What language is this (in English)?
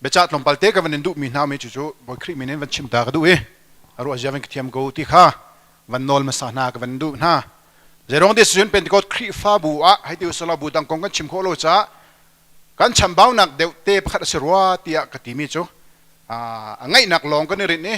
Hakha Chin